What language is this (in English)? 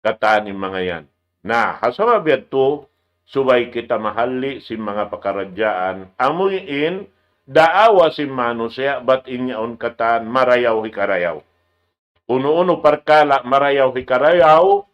Tausug